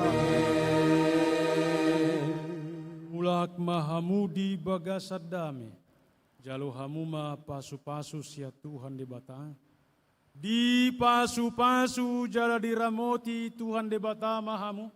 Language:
Batak Toba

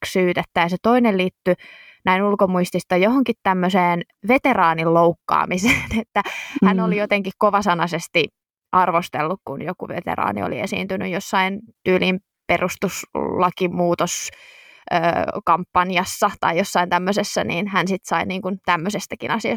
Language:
Finnish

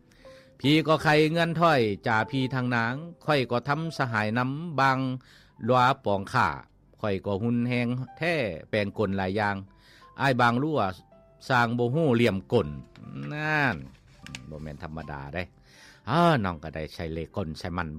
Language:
Lao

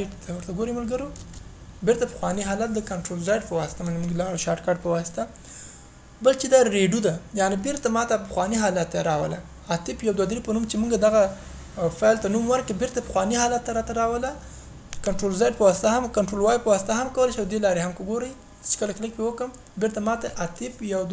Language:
Pashto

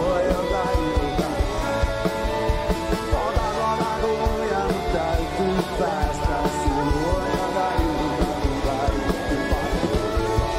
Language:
Finnish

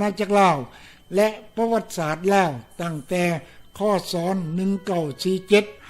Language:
Lao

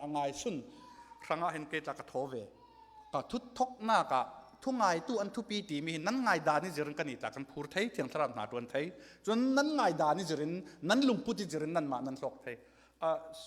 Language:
Falam Chin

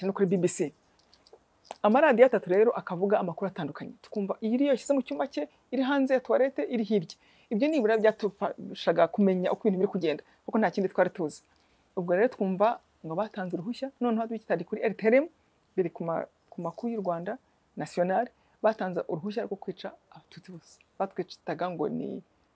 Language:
Kinyarwanda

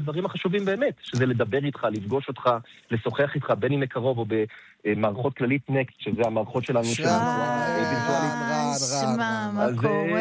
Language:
Hebrew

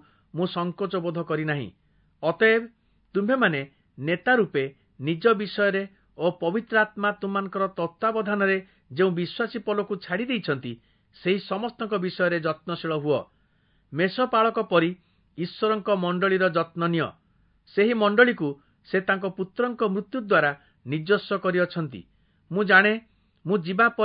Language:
Odia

